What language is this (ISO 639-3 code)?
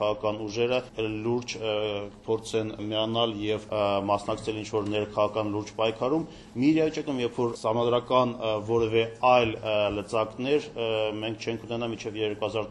hye